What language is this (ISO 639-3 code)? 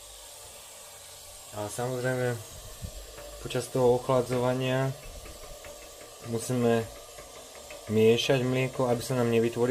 slk